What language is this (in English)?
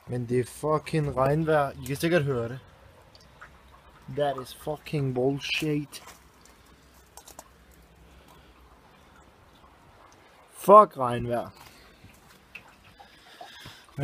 Danish